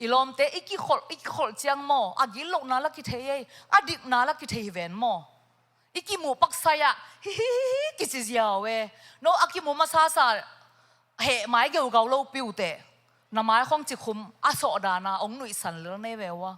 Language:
Tedim Chin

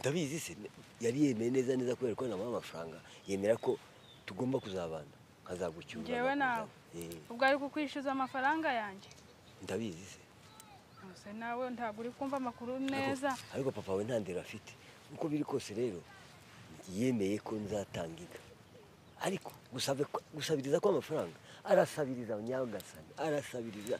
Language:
Kinyarwanda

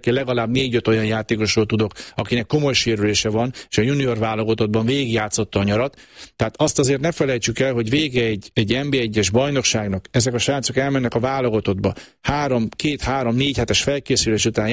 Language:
Hungarian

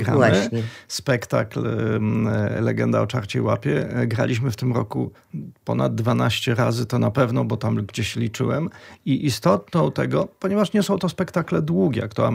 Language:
Polish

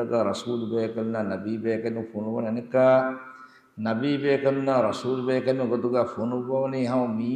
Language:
Divehi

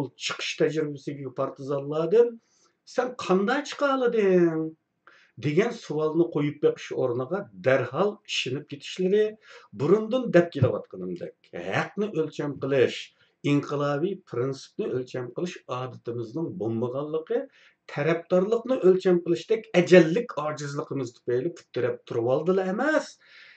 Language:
Uyghur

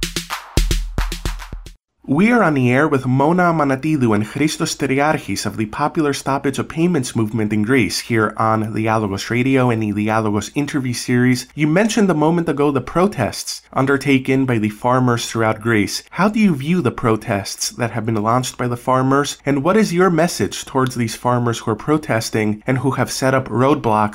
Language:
English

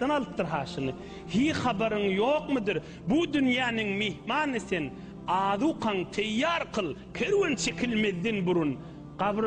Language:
Turkmen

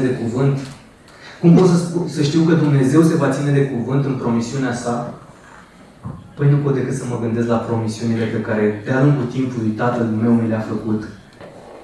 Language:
Romanian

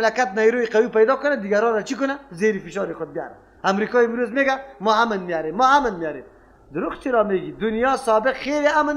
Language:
Persian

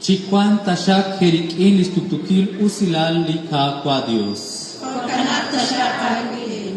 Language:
Kekchí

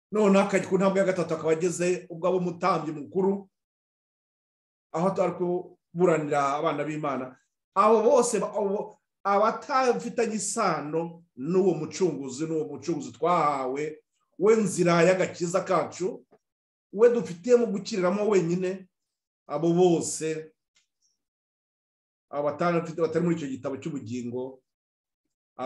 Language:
Kinyarwanda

